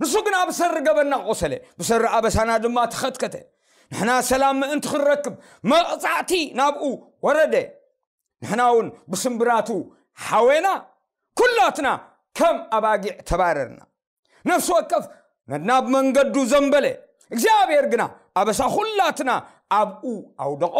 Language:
Tigrinya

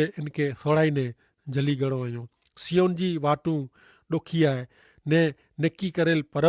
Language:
Kachhi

